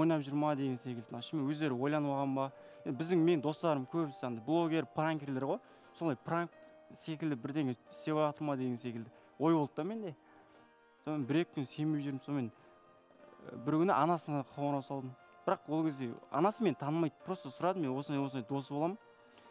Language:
Kazakh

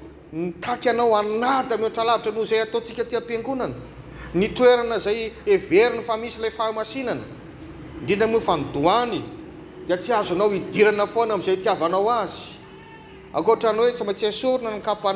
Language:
Malagasy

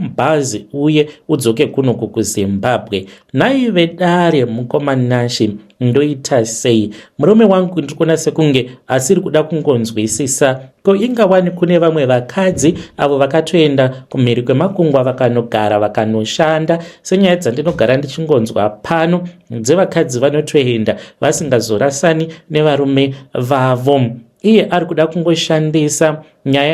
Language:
Shona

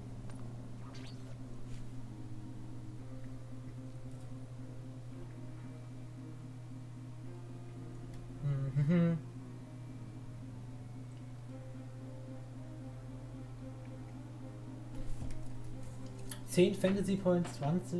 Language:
German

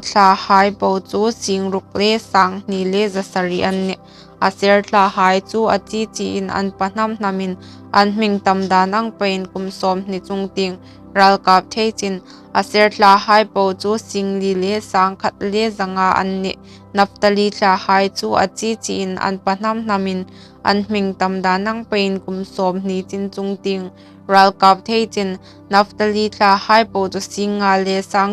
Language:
Hmar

